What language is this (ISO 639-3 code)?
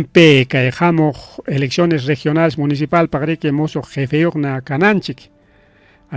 quy